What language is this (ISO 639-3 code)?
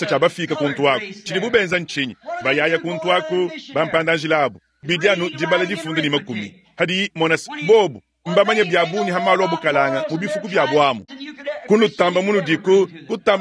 lua